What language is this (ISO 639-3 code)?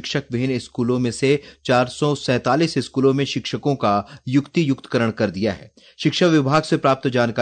hin